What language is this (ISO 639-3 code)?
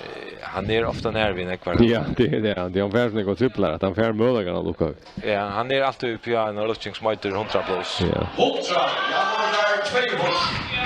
fao